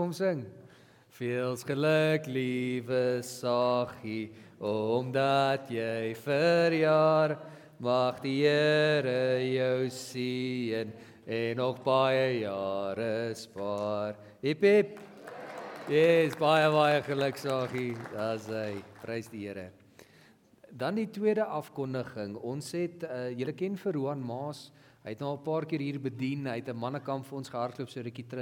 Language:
Afrikaans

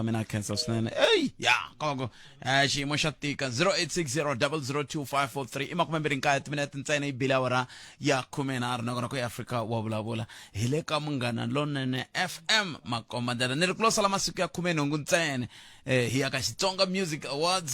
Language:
Tsonga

